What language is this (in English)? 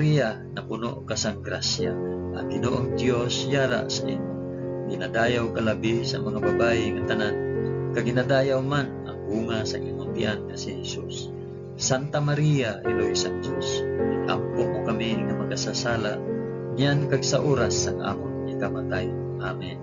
Hiligaynon